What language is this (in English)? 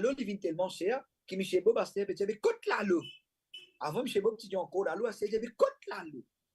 Morisyen